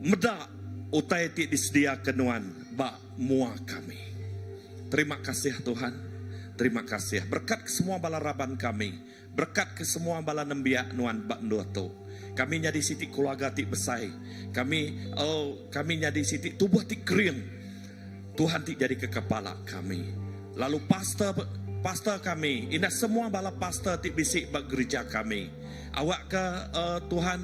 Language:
Iban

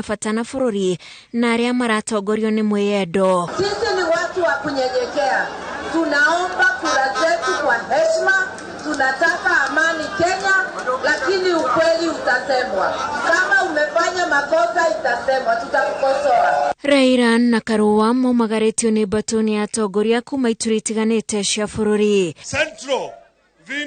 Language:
Kikuyu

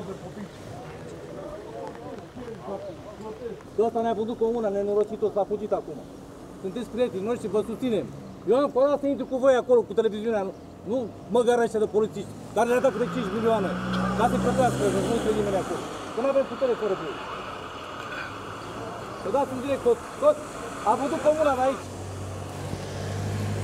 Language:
Romanian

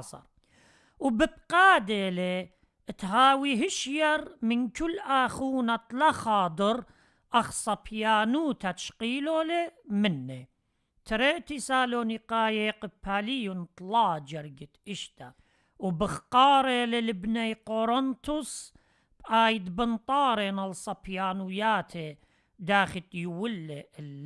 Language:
Assyrian Neo-Aramaic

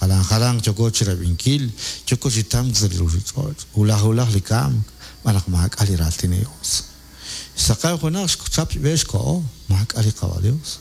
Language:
Kekchí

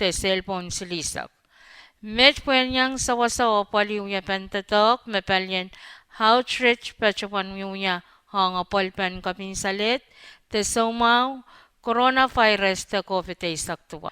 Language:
Pohnpeian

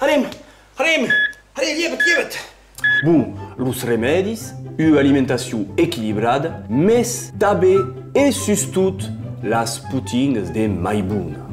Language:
Occitan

